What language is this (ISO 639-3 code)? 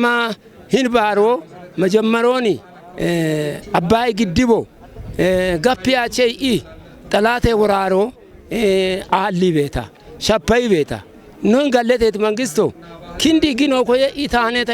kbr